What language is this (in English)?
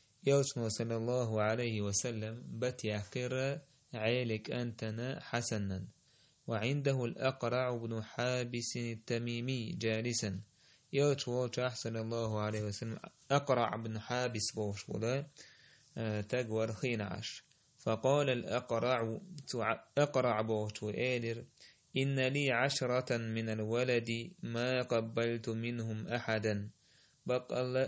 Chechen